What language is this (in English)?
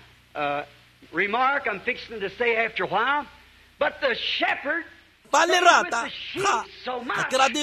Tswana